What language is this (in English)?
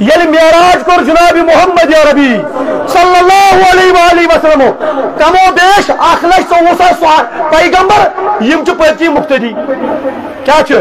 Kashmiri